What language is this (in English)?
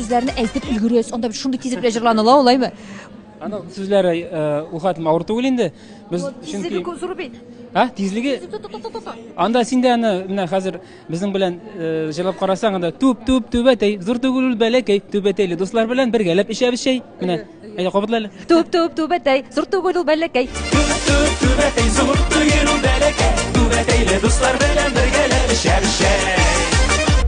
Tatar